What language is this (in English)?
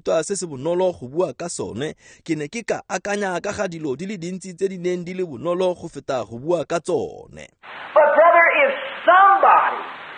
Tswana